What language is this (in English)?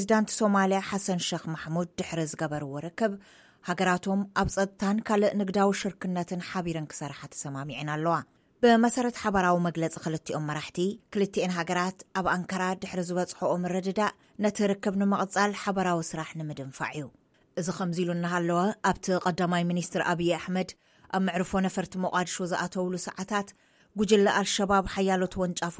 Tigrinya